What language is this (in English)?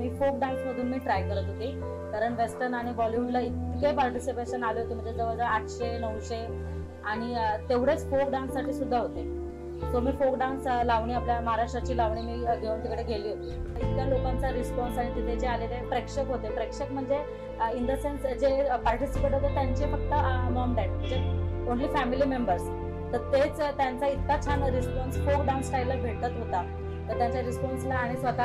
Marathi